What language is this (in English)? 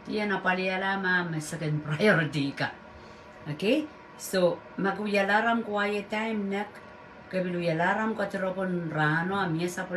Pohnpeian